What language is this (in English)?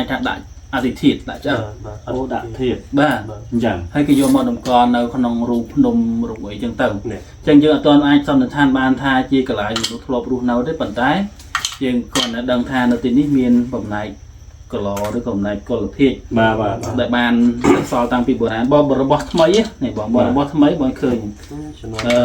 Khmer